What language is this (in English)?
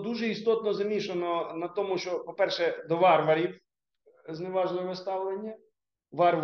Ukrainian